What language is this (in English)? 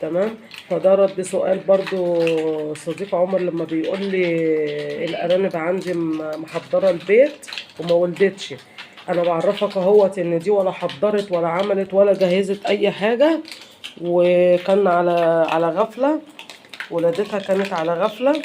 Egyptian Arabic